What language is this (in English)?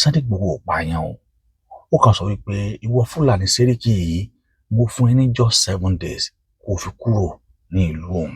Yoruba